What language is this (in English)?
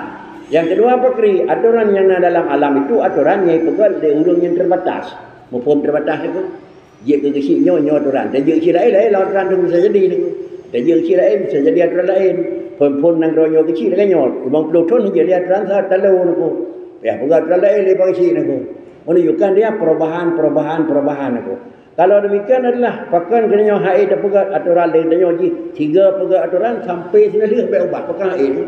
Achinese